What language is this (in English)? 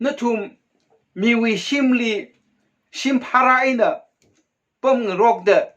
Tangkhul Naga (India)